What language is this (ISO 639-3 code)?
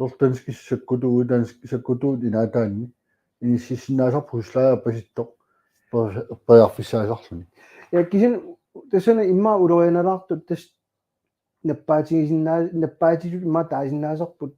kal